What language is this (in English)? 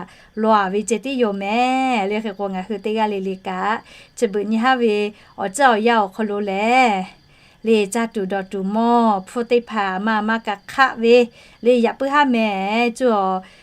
Lahu